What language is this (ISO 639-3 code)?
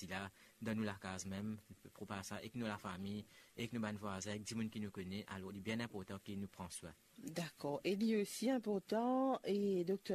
mfe